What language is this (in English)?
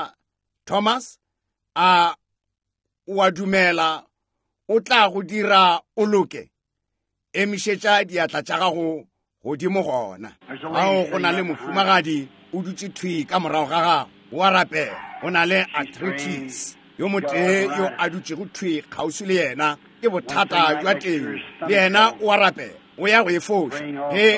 Northern Sotho